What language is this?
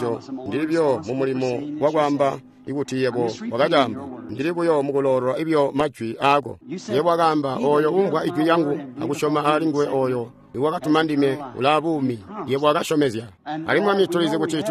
Tonga (Zambia)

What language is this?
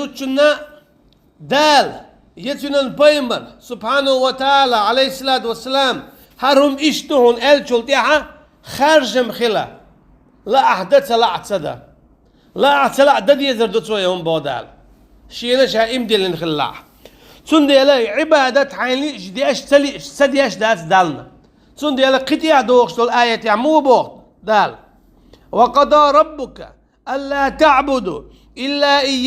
Chechen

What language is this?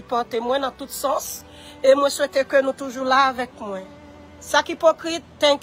Haitian Creole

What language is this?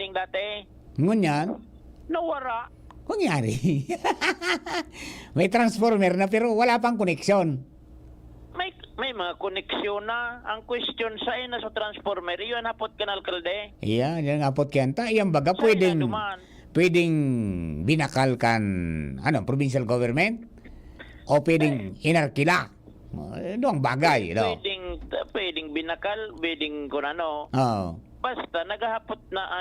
Bikol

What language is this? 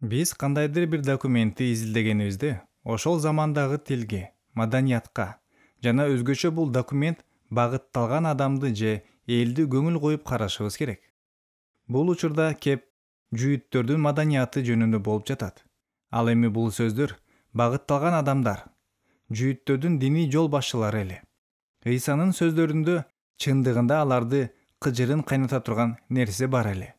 Kyrgyz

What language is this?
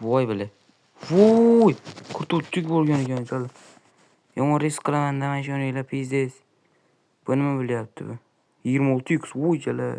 Uzbek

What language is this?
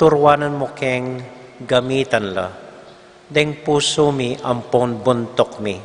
Pampanga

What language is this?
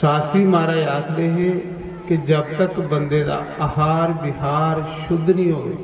Dogri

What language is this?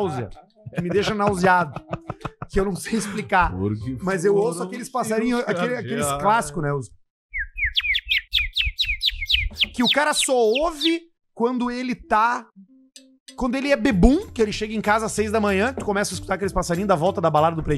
Portuguese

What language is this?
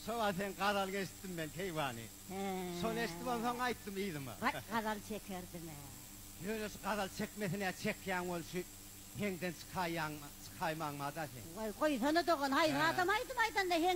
Turkmen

